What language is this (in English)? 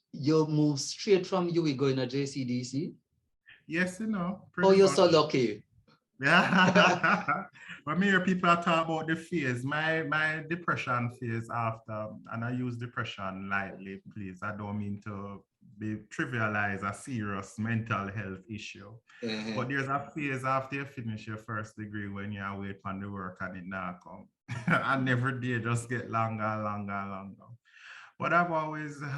Jamaican Creole English